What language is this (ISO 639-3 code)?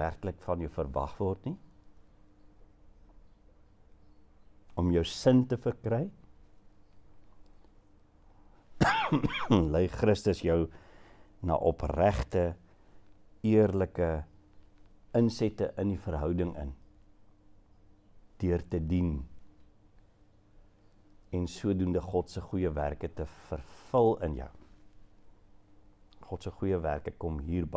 afr